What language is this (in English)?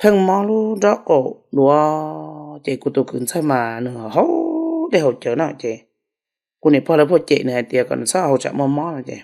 Hmong